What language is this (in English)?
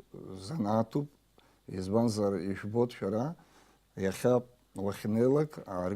Abkhazian